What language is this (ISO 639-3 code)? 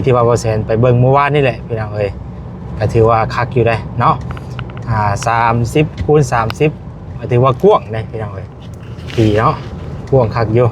lao